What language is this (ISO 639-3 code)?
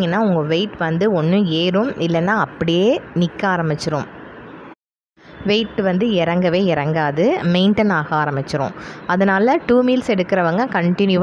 tam